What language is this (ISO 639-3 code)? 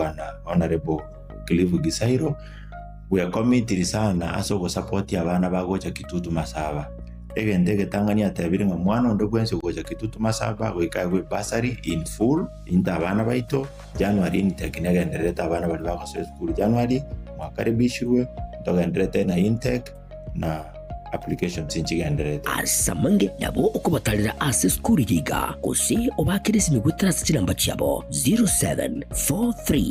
guz